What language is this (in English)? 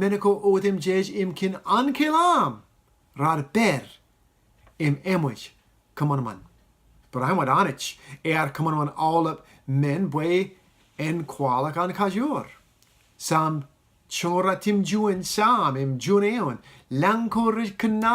Marshallese